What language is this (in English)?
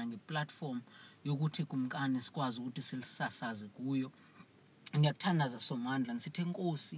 Xhosa